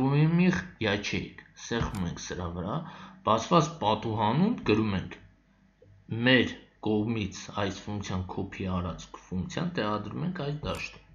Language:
Armenian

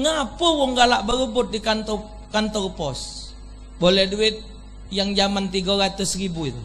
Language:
Musi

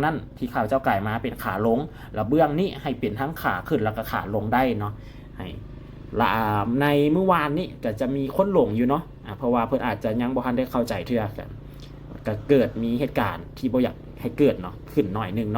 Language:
Lao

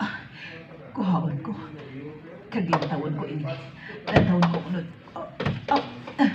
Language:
Hiligaynon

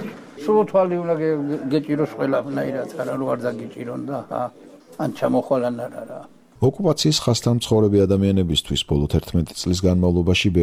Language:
Georgian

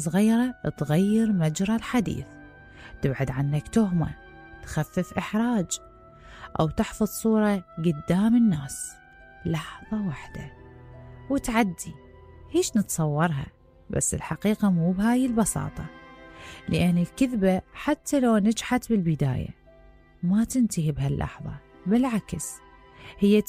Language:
Mesopotamian Arabic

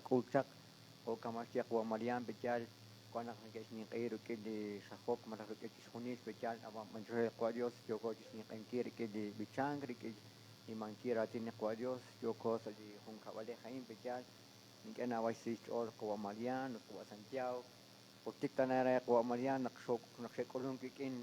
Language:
Kekchí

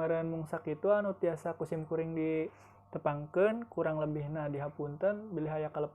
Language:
Sundanese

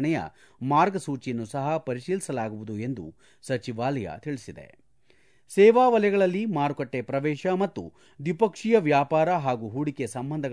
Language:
Kannada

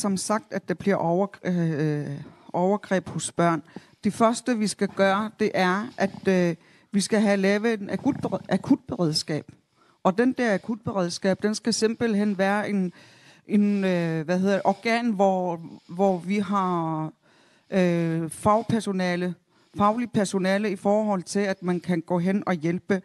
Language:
Danish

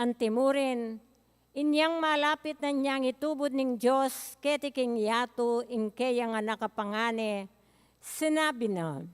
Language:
Pampanga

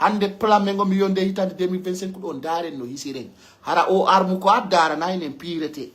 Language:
Pular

